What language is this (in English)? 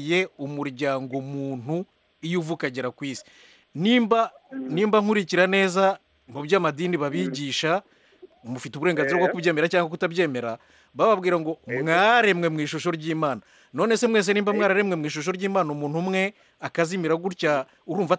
Kinyarwanda